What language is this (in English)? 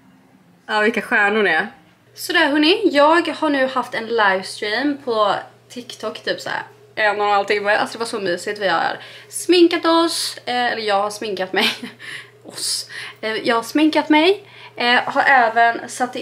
Swedish